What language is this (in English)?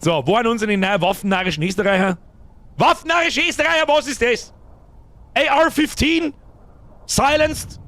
Bavarian